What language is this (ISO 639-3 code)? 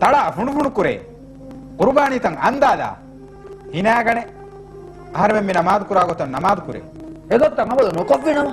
div